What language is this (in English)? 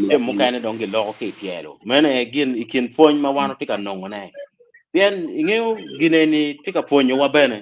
Acoli